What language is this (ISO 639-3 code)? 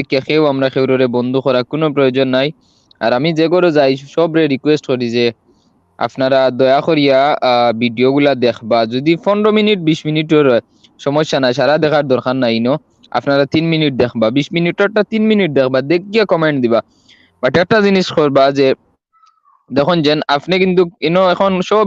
syl